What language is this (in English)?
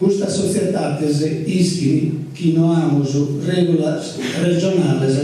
Sardinian